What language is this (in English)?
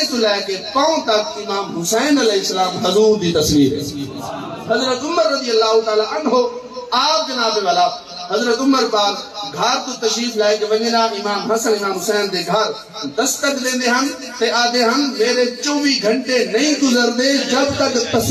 Saraiki